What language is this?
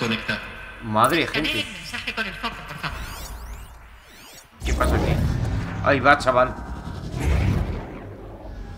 Spanish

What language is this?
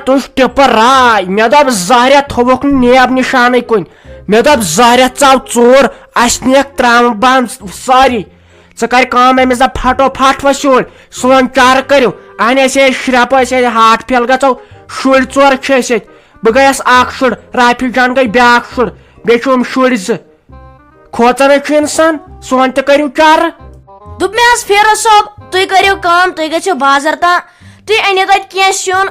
Kashmiri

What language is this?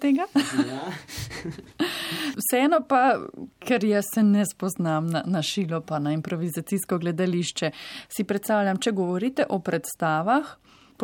Slovenian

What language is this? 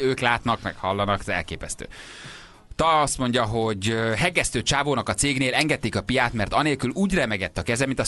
Hungarian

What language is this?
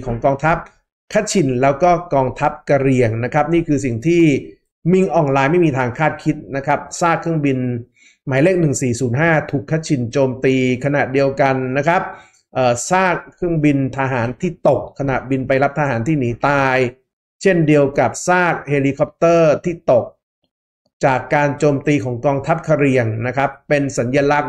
Thai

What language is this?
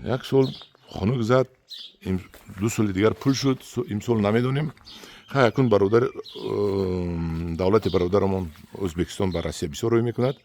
Tajik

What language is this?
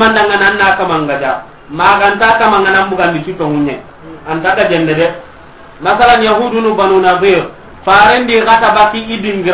Soninke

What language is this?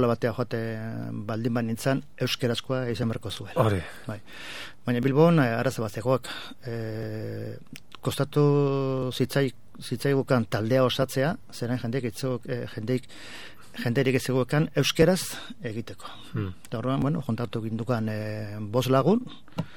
Basque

